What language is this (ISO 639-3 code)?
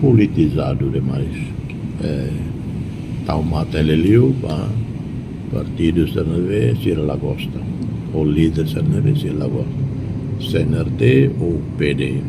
tet